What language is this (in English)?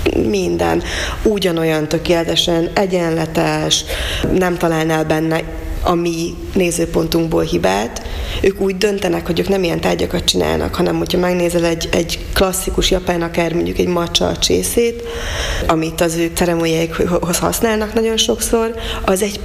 Hungarian